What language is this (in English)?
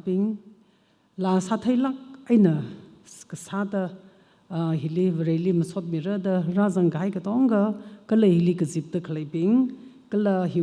Tangkhul Naga (India)